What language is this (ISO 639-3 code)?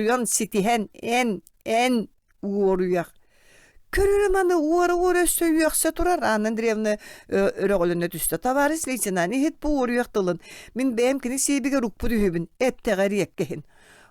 sah